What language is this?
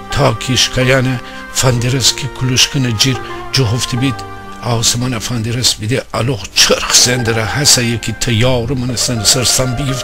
Gilaki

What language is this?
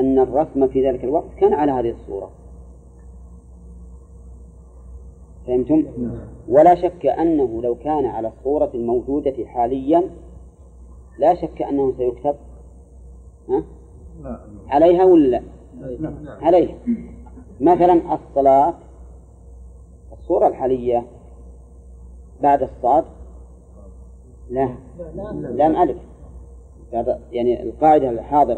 Arabic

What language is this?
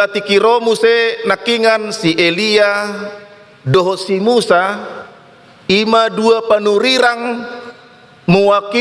Batak Toba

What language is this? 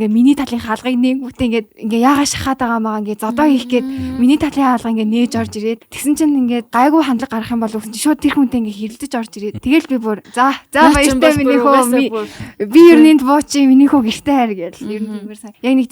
Mongolian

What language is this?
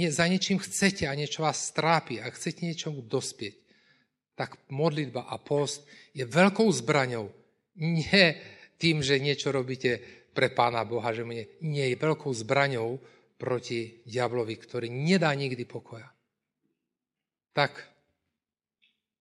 Slovak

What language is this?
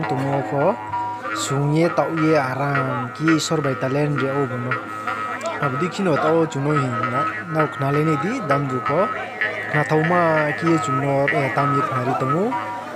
Riang (India)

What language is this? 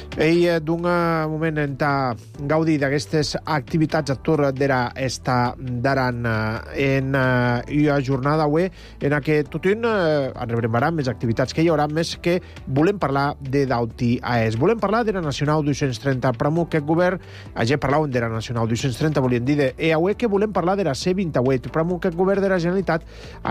Catalan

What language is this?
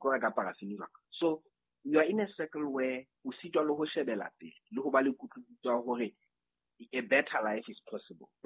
Southern Sotho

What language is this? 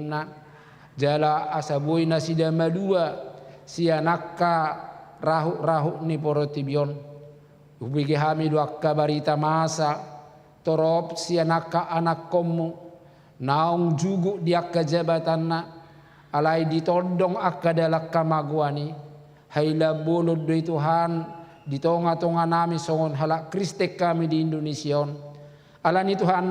Batak Toba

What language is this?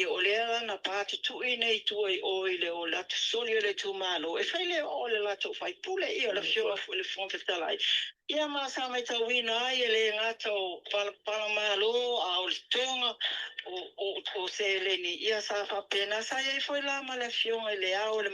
Samoan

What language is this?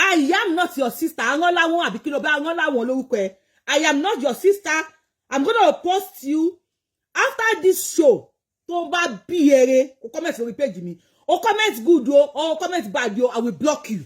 Yoruba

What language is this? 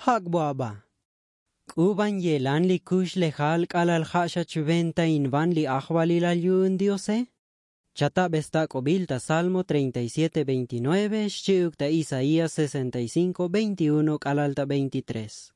Tzotzil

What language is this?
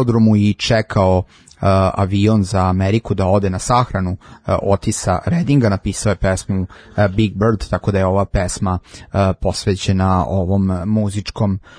Serbian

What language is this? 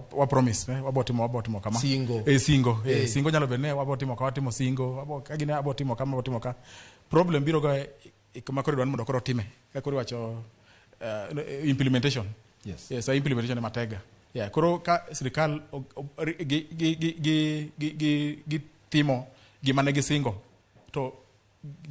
Luo (Kenya and Tanzania)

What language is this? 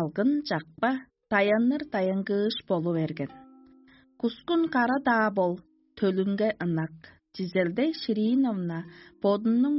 Tuvinian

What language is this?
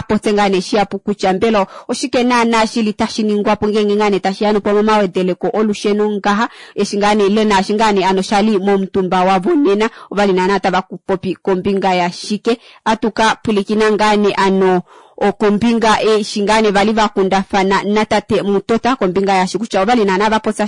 Kuanyama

